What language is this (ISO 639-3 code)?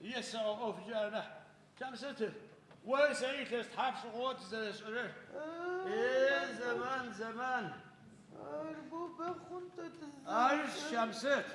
ady